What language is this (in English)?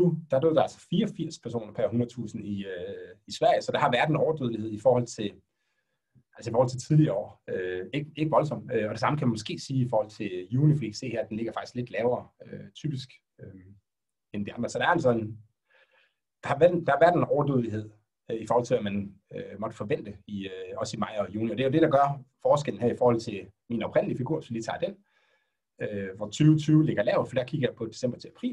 Danish